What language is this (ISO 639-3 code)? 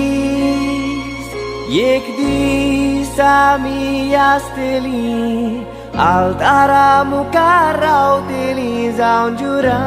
kok